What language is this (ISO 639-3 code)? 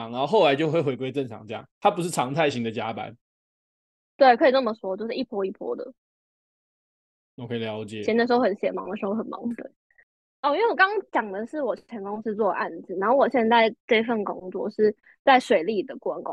zho